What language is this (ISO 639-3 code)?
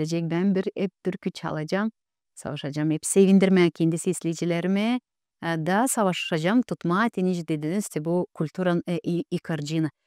gag